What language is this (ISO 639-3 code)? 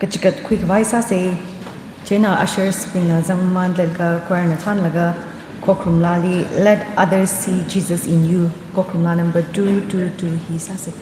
nmf